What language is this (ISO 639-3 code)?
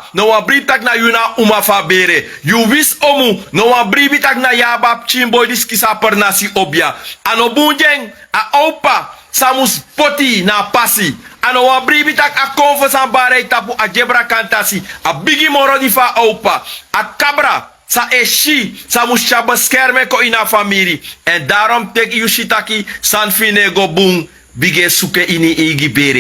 srn